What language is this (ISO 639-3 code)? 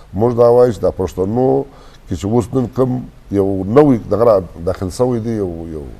bgp